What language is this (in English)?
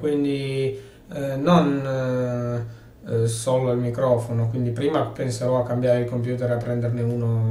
Italian